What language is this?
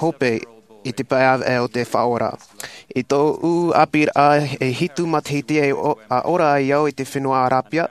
Tahitian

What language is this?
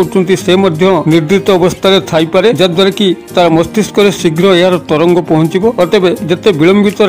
Odia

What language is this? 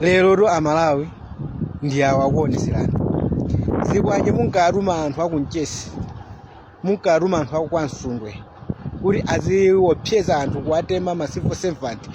Nyanja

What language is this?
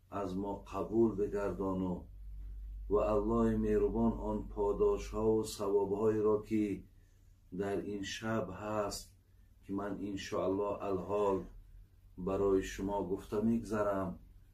Tajik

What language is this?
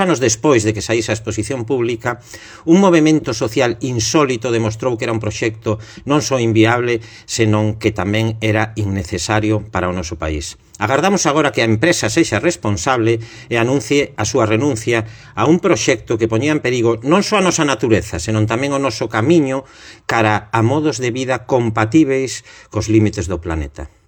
Galician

